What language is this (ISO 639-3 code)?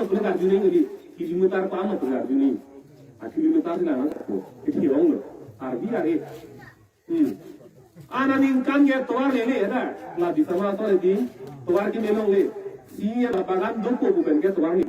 mjw